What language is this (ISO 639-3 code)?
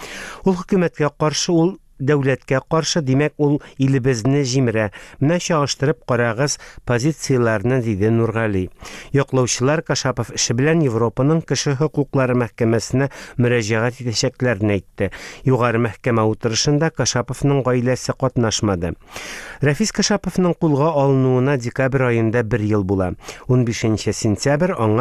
tat